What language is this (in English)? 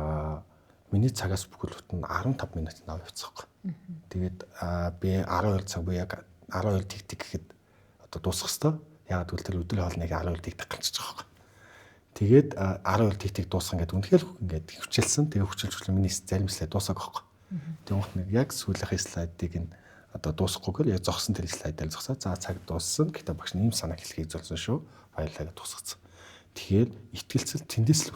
Mongolian